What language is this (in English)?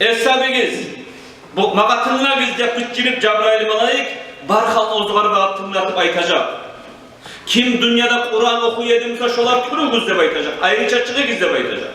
Kumyk